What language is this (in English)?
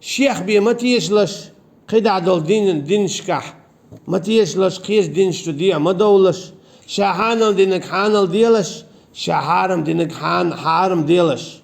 Chechen